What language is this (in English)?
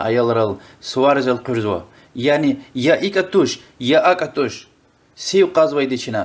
Lezghian